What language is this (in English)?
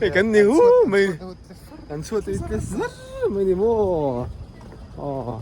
Mizo